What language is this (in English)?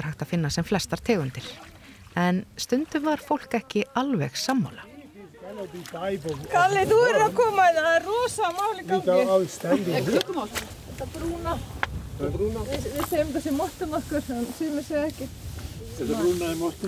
Icelandic